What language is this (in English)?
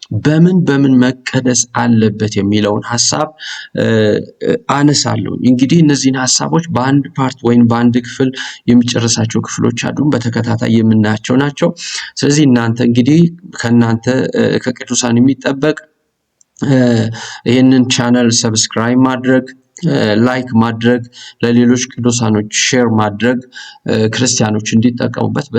Amharic